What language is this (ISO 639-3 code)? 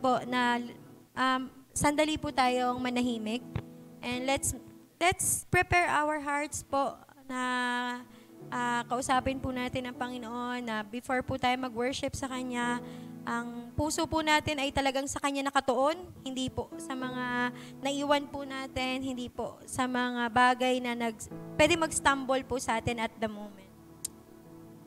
fil